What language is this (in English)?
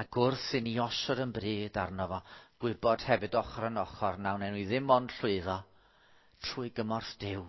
Welsh